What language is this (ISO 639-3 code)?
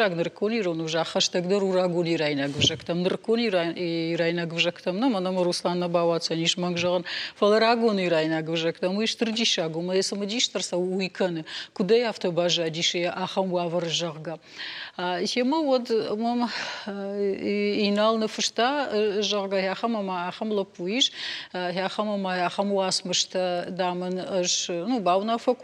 oss